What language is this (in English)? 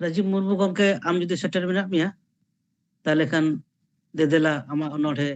Santali